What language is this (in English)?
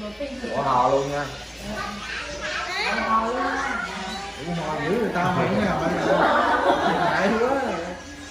Vietnamese